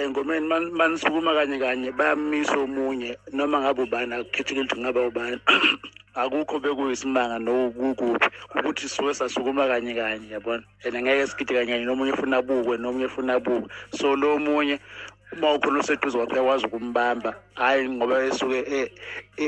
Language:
Zulu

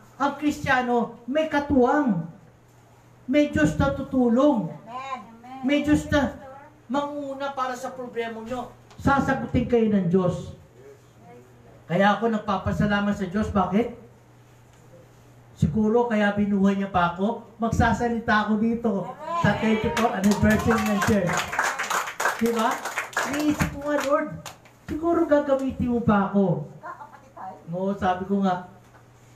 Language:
Filipino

